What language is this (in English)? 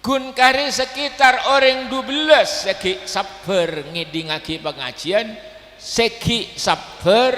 Madurese